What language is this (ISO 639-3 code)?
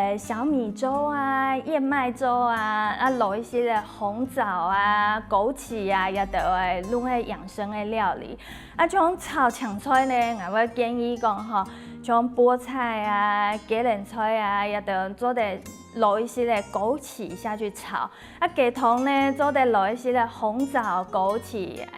hak